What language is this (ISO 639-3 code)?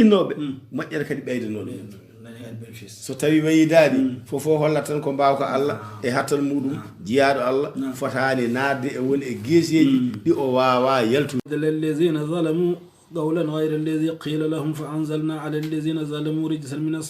ful